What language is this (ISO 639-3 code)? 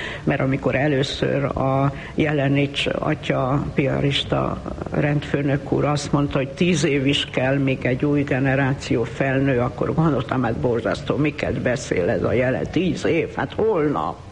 hun